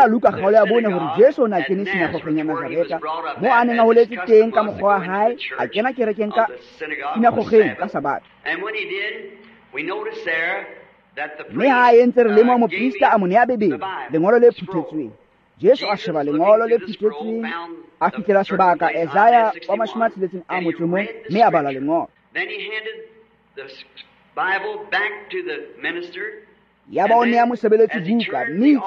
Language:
Tswana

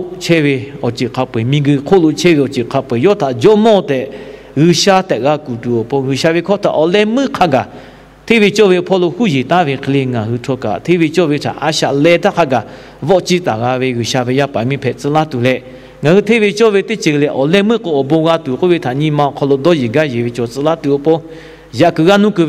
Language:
Lahu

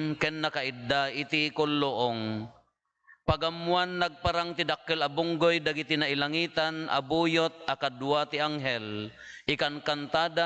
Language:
Iloko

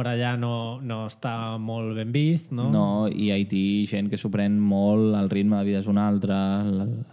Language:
Catalan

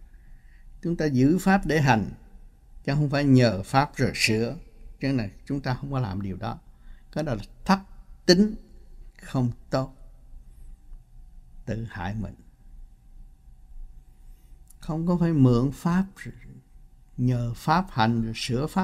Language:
Vietnamese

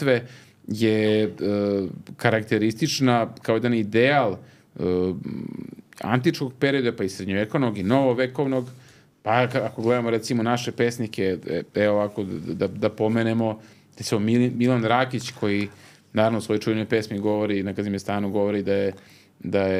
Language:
Serbian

